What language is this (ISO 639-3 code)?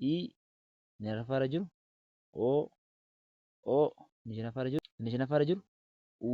orm